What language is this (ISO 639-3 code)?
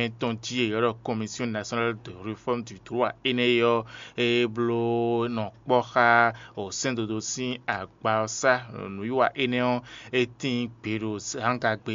fon